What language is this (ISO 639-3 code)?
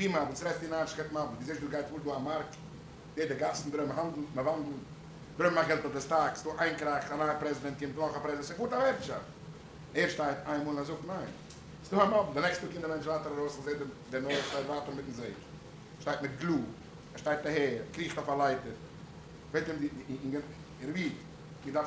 yid